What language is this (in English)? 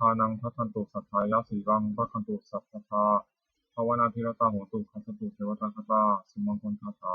Pali